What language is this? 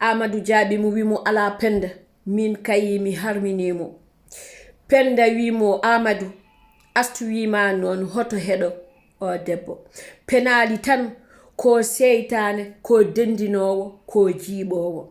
Fula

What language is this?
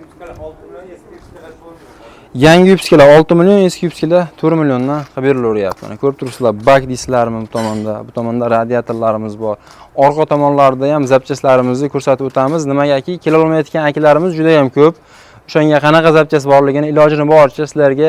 Uzbek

